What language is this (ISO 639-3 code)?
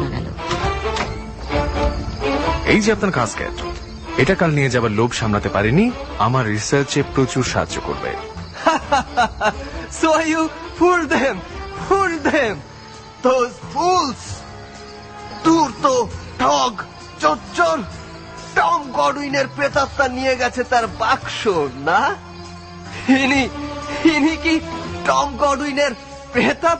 ben